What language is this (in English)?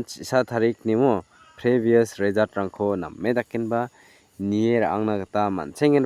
Garo